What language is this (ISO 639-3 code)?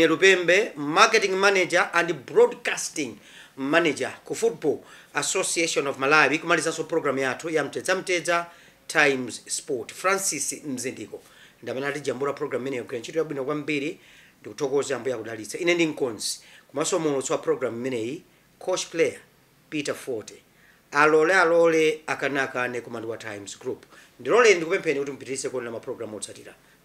nya